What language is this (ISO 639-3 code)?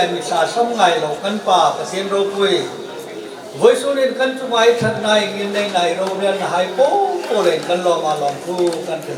hmr